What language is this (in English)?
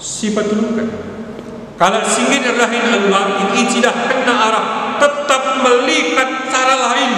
Batak Karo